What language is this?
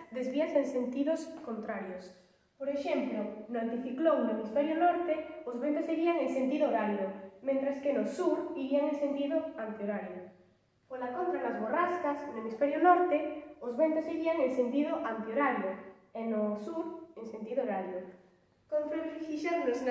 Galician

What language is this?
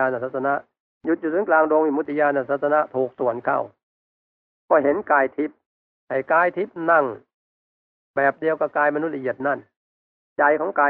Thai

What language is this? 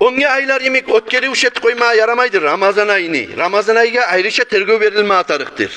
Kumyk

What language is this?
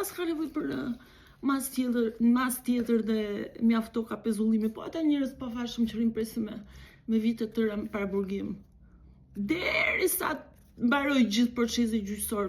Albanian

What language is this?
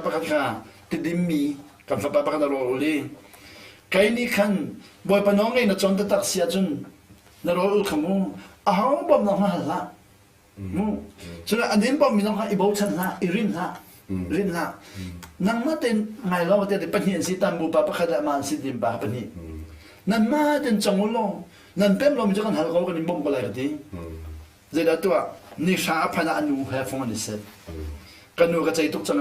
Hakha Chin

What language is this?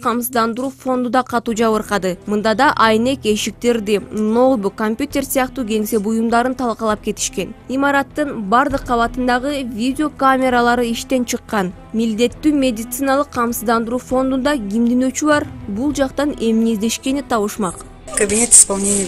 Kyrgyz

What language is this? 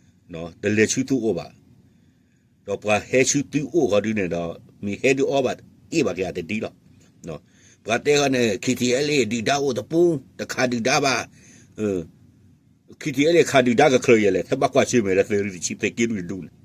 S'gaw Karen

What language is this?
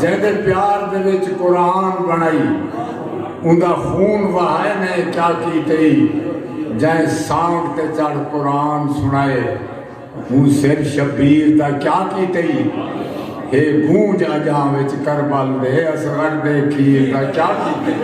Saraiki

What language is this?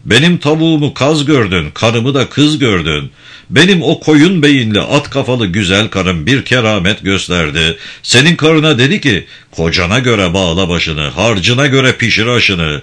Turkish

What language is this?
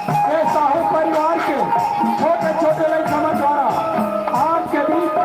Chhattisgarhi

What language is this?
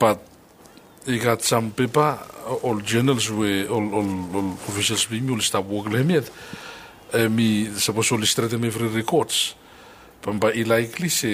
Bislama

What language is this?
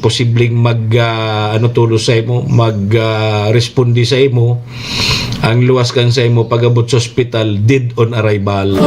Bikol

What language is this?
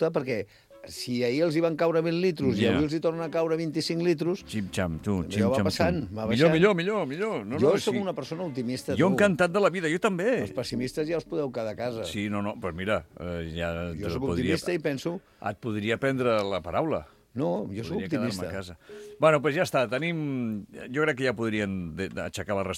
Catalan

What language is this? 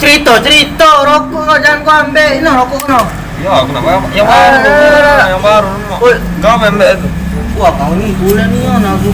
Musi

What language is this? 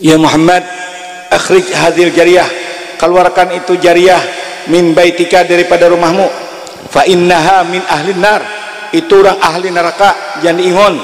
Banjar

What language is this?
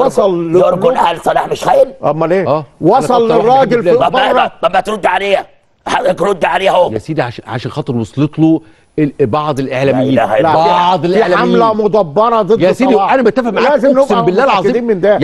Egyptian Arabic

